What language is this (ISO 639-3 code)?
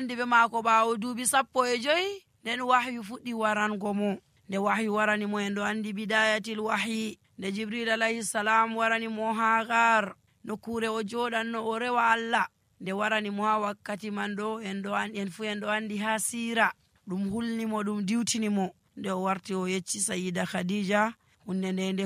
fuv